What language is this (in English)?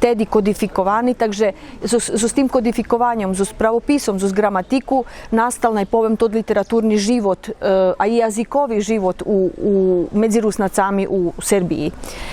Rusyn